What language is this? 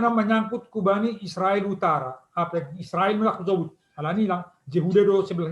Batak Simalungun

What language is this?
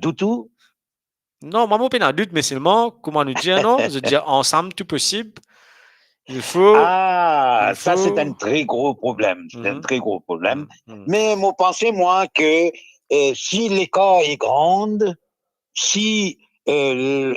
Morisyen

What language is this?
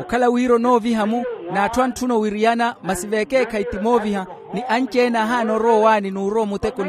Makhuwa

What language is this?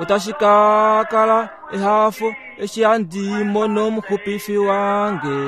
Kuanyama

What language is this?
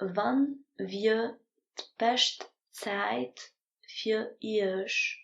Luxembourgish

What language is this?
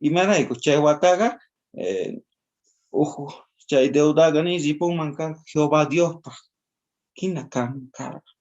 South Bolivian Quechua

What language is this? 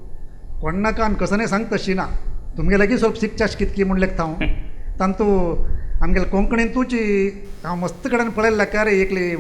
Konkani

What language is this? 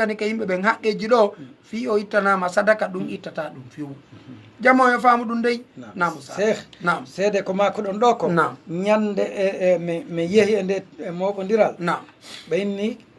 Fula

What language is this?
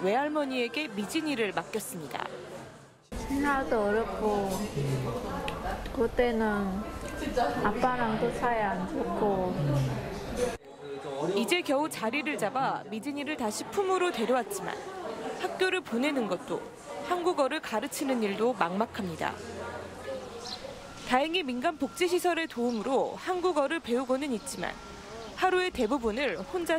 Korean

